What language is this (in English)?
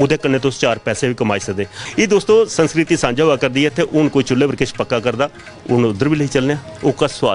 Dogri